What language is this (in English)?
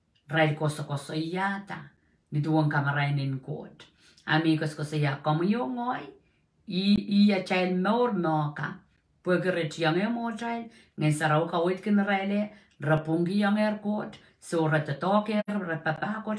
Pohnpeian